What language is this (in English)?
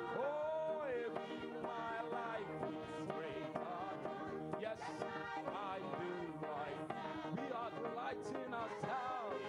Ewe